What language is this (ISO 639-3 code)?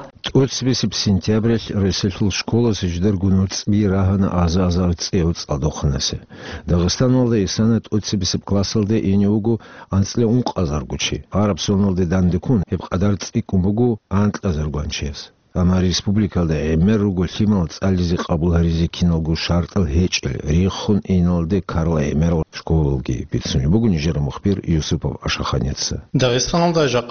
ava